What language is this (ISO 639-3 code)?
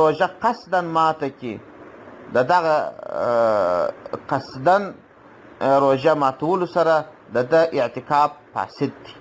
pus